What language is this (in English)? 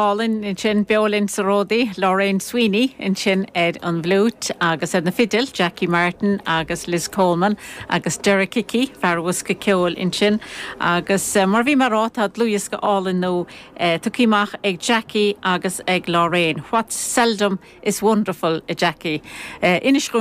Irish